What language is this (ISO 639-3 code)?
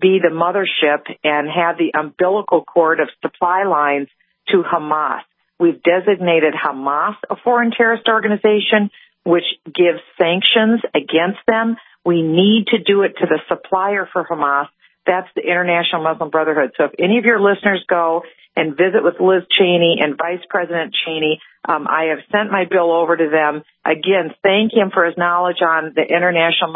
eng